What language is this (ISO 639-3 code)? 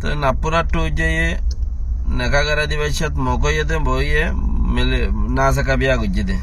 rhg